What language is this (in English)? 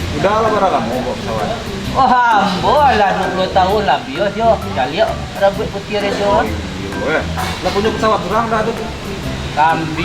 Minangkabau